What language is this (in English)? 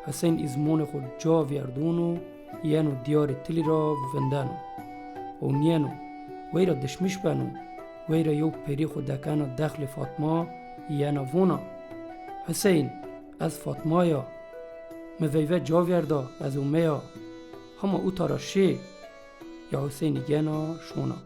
Zaza